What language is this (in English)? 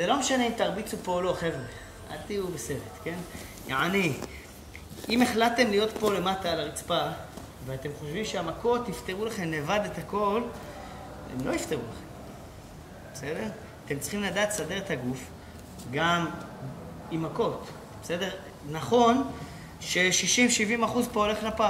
Hebrew